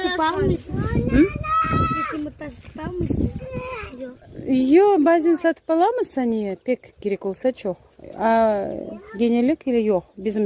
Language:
Crimean Tatar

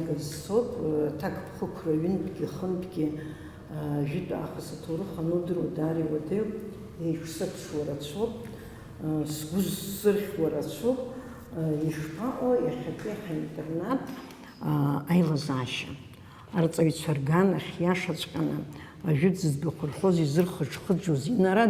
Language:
Abkhazian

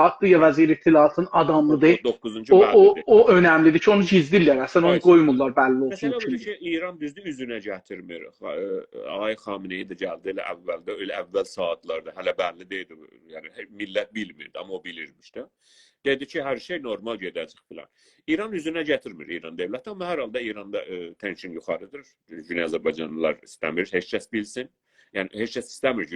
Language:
South Azerbaijani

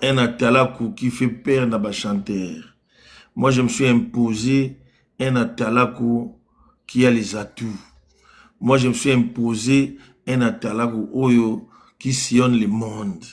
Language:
Lingala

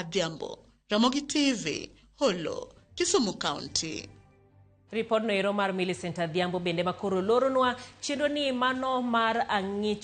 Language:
Luo (Kenya and Tanzania)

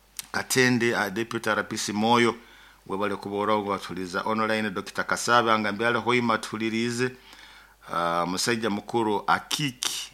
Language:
Nyoro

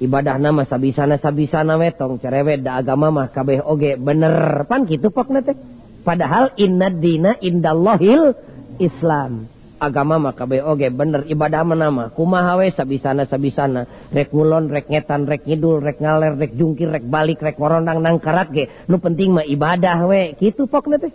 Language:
Sundanese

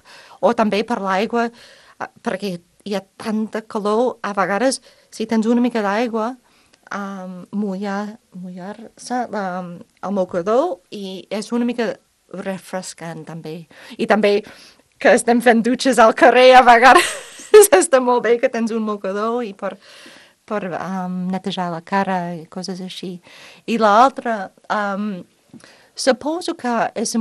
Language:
Catalan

